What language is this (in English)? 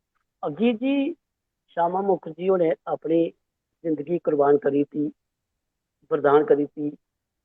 Dogri